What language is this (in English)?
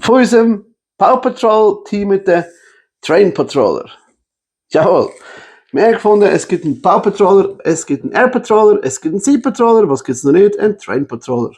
Swiss German